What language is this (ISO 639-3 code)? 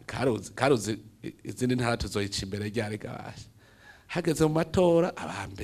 run